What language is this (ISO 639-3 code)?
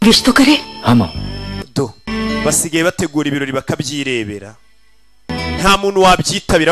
kin